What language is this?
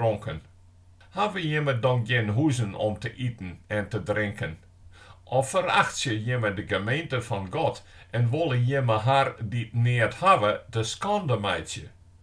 Western Frisian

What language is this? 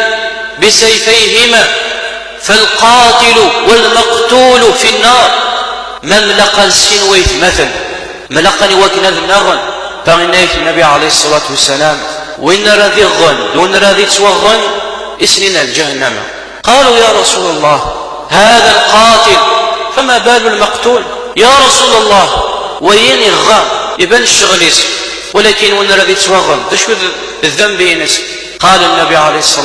Kabyle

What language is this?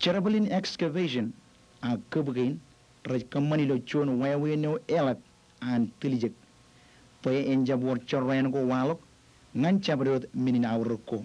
Marshallese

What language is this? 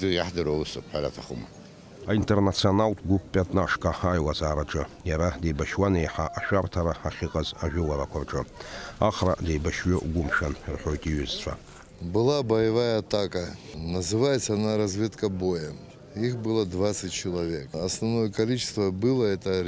Abkhazian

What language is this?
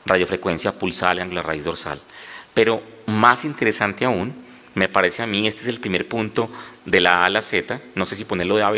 Spanish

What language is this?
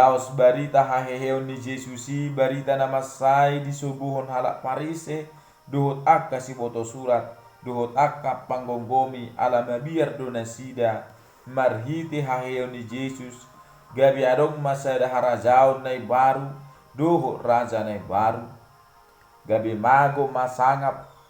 Batak Toba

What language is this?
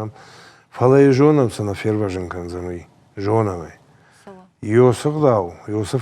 Ossetic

